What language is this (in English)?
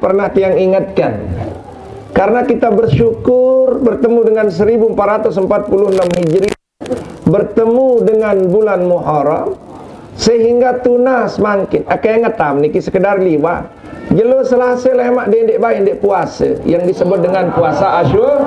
Sasak